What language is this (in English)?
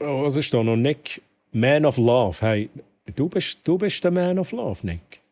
Swiss German